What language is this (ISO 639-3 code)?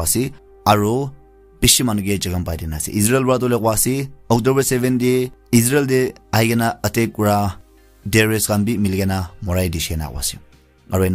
nag